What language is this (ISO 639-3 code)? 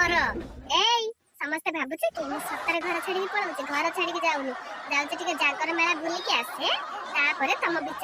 ori